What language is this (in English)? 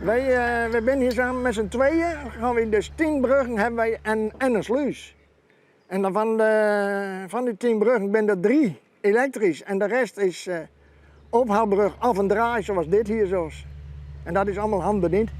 Western Frisian